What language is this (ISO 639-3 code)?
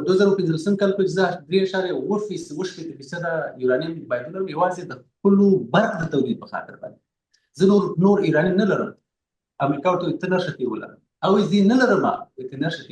pus